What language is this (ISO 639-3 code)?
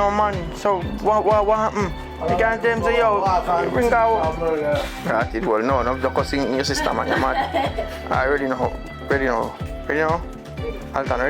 jam